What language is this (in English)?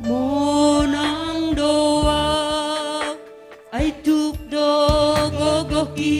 Batak Simalungun